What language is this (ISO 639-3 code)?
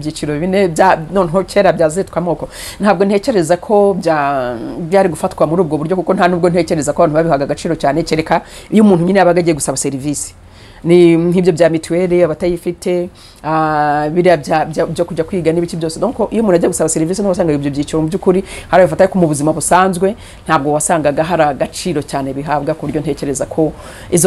kin